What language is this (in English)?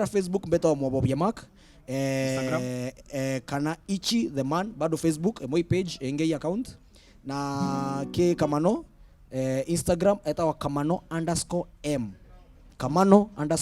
Meru